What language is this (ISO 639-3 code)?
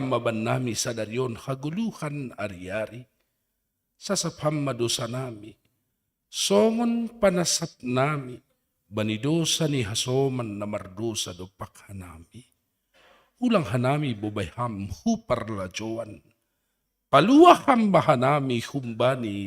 bts